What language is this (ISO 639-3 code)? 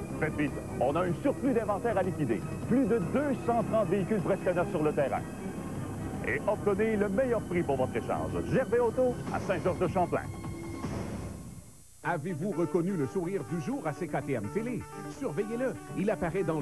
fra